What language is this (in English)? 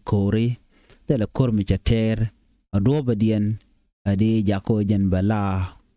Nuer